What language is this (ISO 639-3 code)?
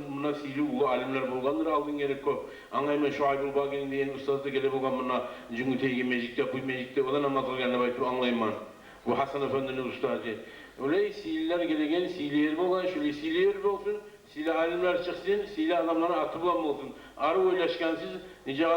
kum